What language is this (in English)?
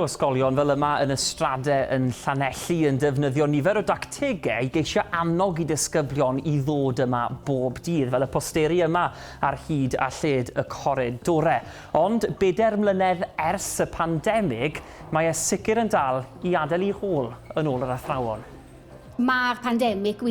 Welsh